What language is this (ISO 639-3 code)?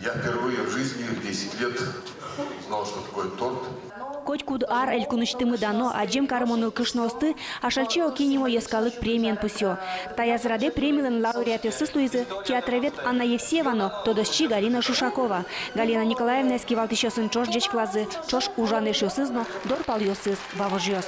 udm